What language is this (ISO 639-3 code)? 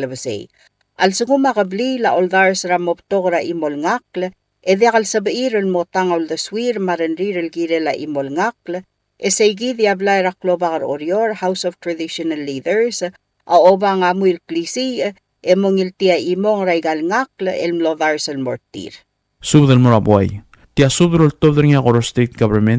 pau